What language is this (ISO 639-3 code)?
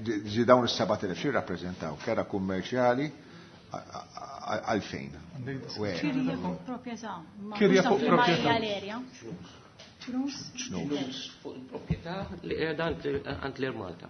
mlt